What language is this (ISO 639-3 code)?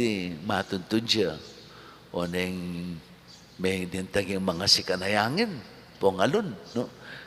pam